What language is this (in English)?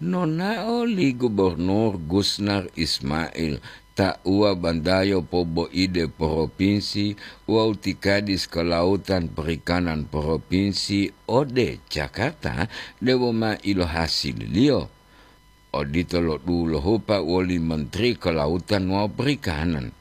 Gorontalo